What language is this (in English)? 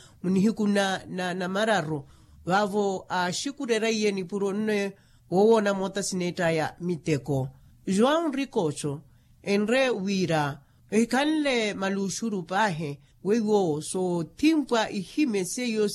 Makhuwa